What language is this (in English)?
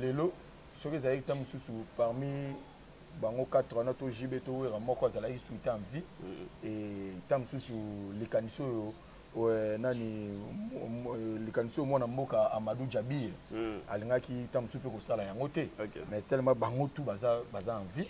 Lingala